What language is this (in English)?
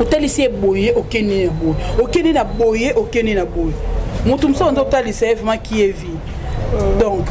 Lingala